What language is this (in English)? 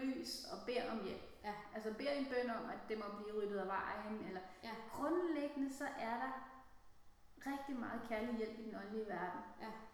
Danish